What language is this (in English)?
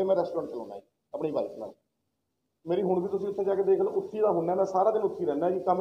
Punjabi